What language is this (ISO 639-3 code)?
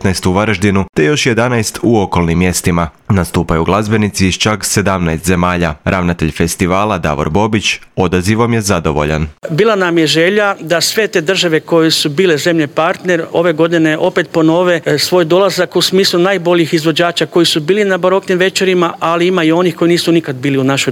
hrv